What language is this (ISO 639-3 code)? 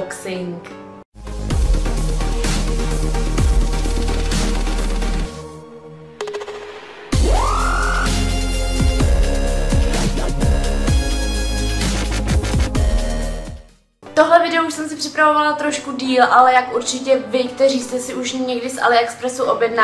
ces